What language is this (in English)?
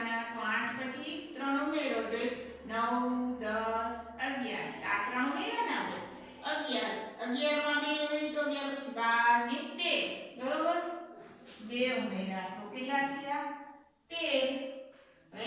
Gujarati